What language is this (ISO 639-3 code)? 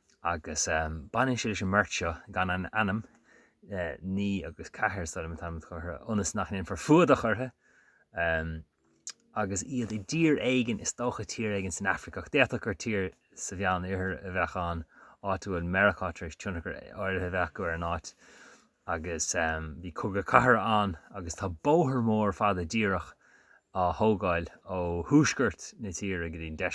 gle